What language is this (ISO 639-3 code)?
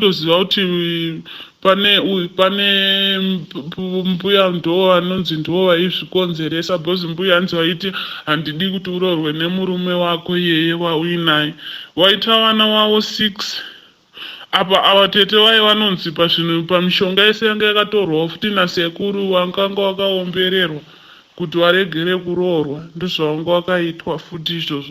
sna